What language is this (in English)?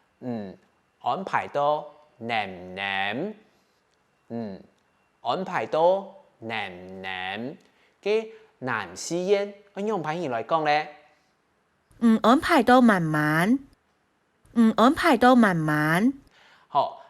Hakka Chinese